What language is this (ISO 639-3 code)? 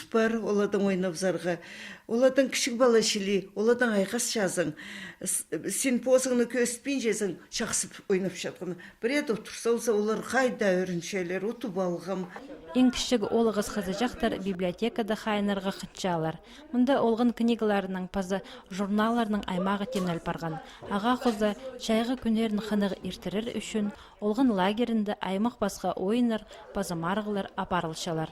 kjh